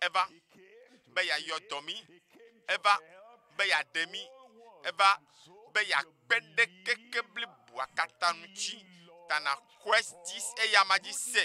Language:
Ewe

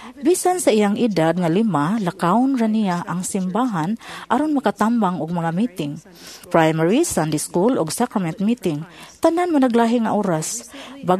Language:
Cebuano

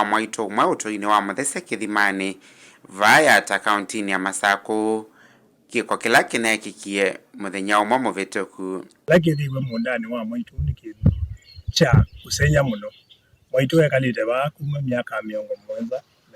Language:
Kamba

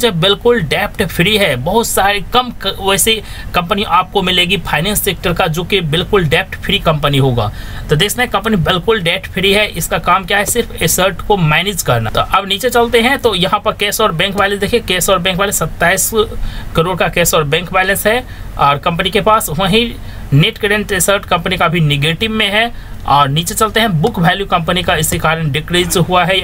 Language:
Hindi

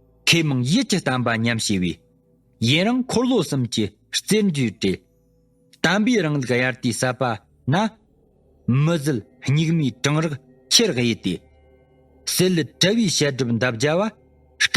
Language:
Tibetan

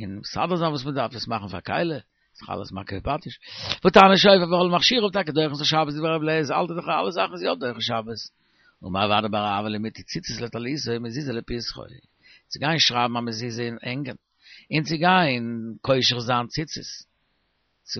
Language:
Yiddish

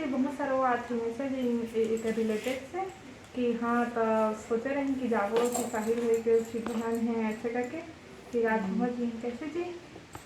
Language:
Chhattisgarhi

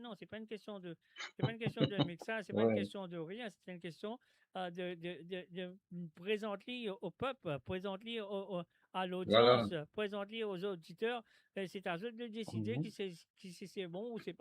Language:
Morisyen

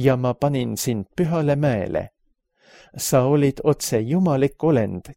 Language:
Estonian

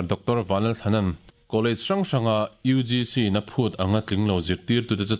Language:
Mizo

